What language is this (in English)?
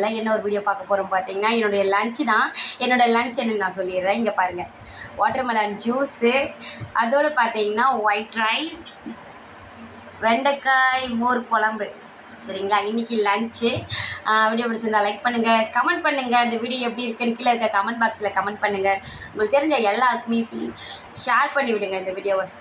Tamil